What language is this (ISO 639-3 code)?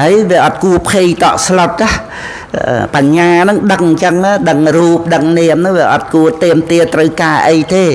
khm